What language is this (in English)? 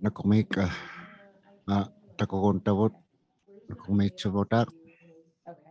Inuktitut